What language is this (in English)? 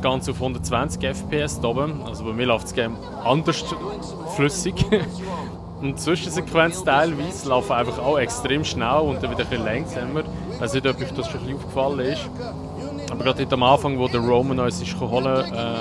Swiss German